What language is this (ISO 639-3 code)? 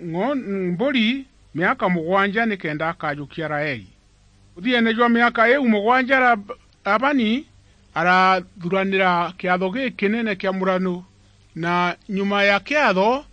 mer